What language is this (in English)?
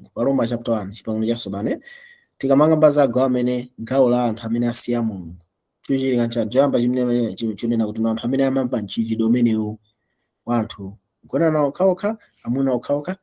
Nyanja